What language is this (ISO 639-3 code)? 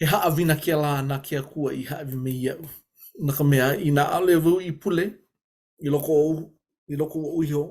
haw